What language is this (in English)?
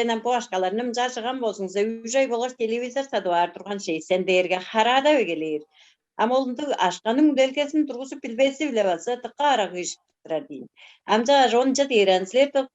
Tuvinian